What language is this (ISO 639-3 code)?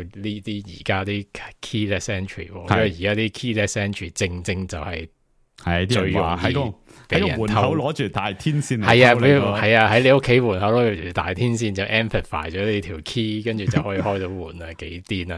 yue